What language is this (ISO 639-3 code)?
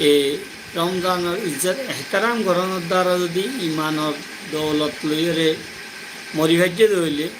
rhg